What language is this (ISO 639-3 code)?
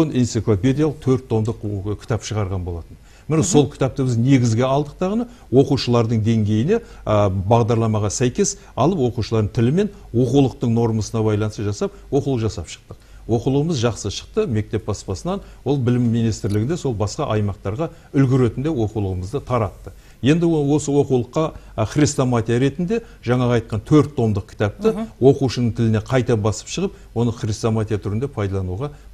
kaz